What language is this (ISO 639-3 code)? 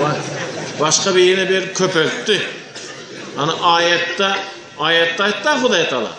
tuk